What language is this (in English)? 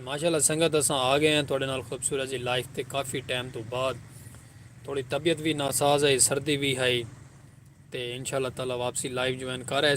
Saraiki